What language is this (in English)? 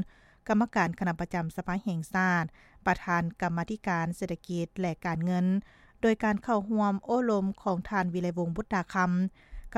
Lao